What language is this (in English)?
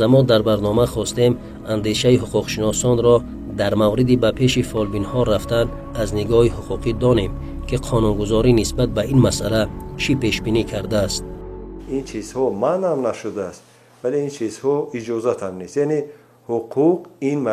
Tajik